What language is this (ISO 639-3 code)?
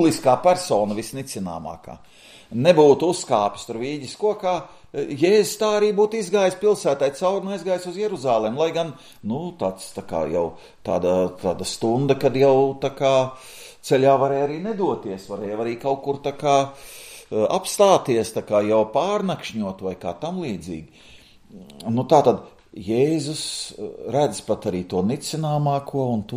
lav